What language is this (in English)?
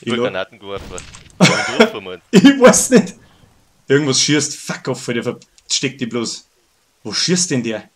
Bavarian